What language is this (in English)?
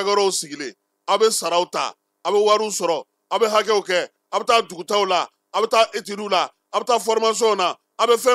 Bambara